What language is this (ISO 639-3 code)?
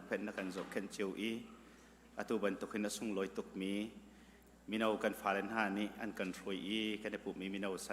cnh